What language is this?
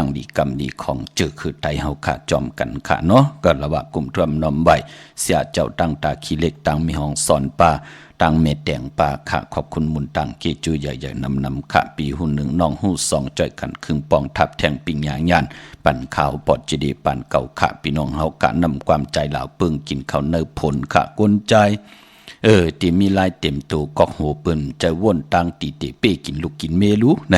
Shan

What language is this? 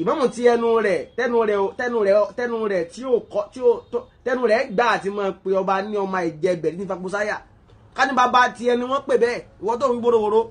Yoruba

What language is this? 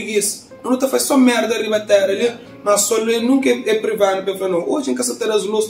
Kabuverdianu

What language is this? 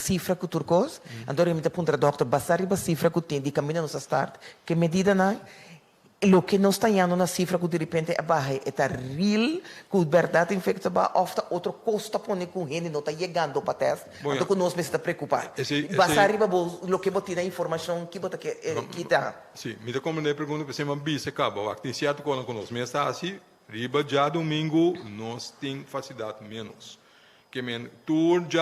Papiamento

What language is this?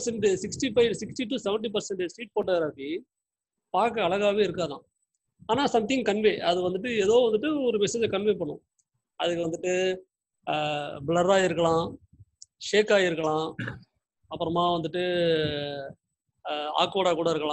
Tamil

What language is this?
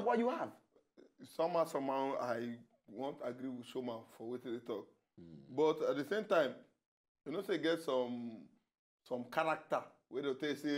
Nigerian Pidgin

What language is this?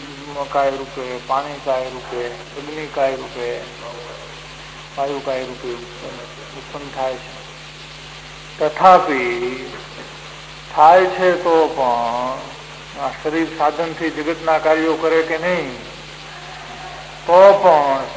Gujarati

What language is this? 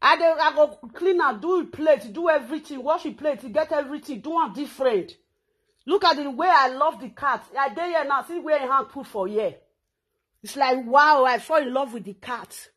Nigerian Pidgin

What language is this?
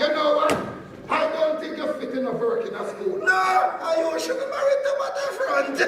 Jamaican Creole English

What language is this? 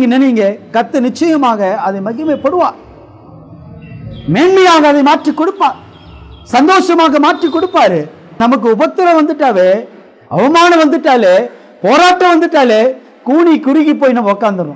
Tamil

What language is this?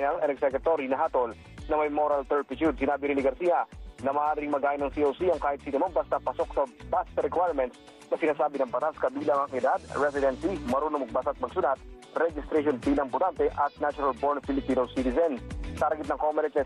Filipino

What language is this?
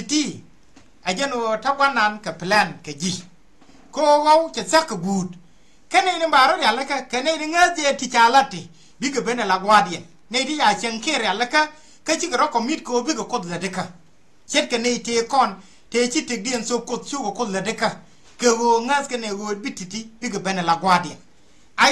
Nuer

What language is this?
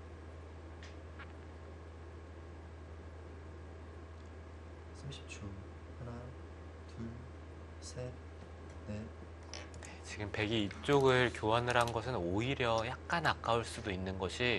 Korean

